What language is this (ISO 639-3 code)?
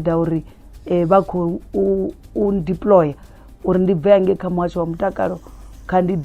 ven